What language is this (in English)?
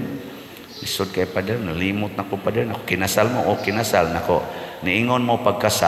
Cebuano